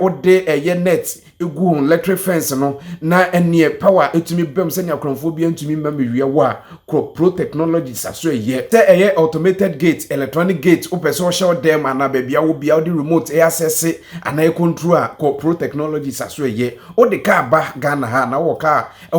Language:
Akan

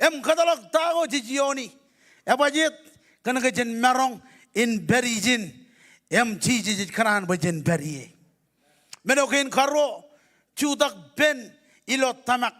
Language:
Marshallese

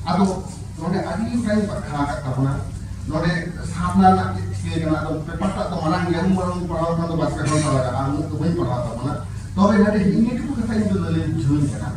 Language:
Santali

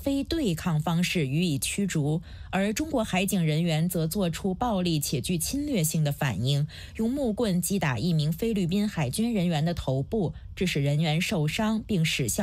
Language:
Chinese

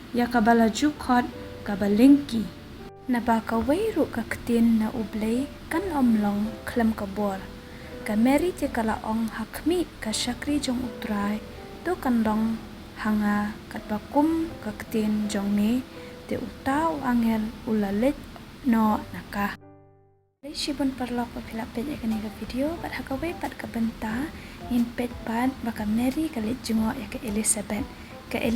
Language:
Khasi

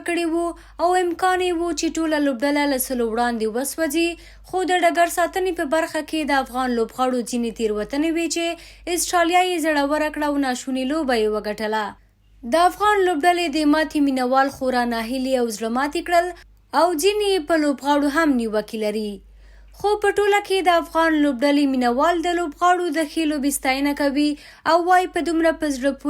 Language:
Pashto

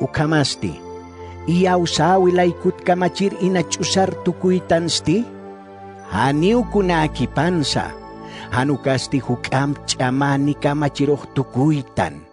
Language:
Aymara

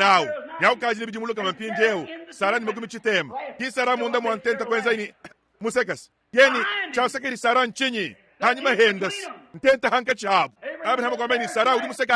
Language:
Luba-Lulua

